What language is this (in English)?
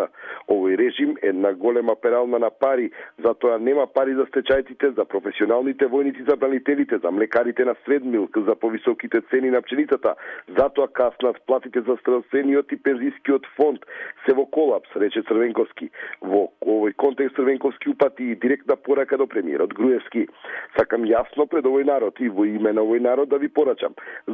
Macedonian